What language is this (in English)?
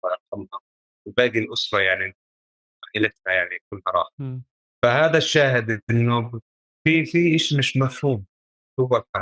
North Levantine Arabic